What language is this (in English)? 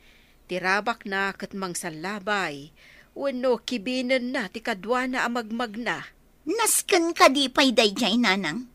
Iloko